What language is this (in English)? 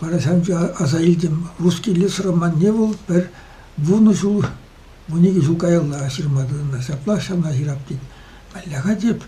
Chuvash